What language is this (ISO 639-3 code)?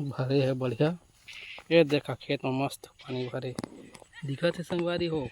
hne